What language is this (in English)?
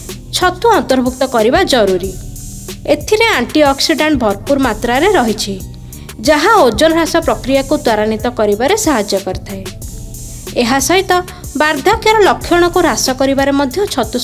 Odia